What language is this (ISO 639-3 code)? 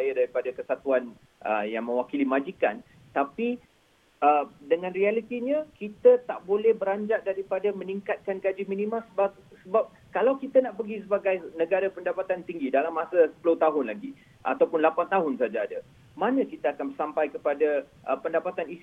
msa